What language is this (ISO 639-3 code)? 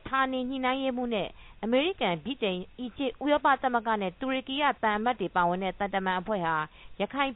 mya